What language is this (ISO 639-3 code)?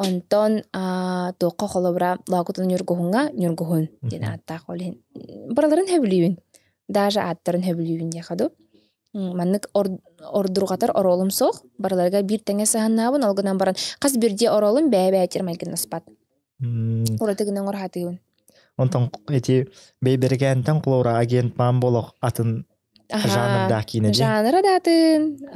sah